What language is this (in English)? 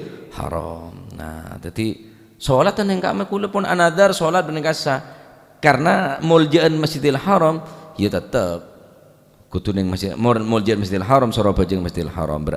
Madurese